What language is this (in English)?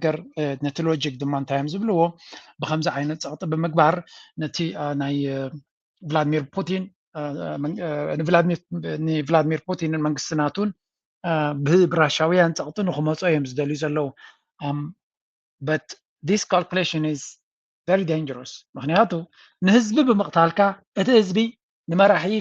Tigrinya